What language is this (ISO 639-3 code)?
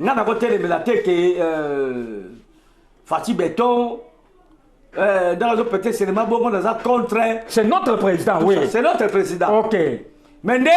lin